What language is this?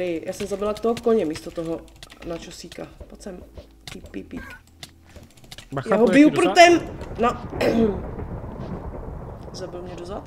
Czech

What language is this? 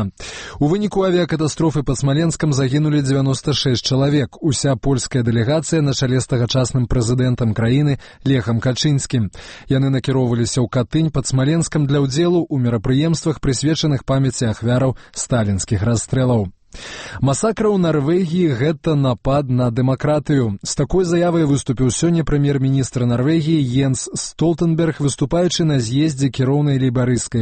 Belarusian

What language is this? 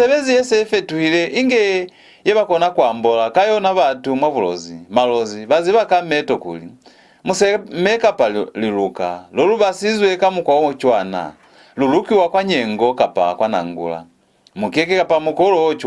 Lozi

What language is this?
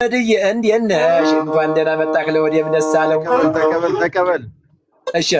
Amharic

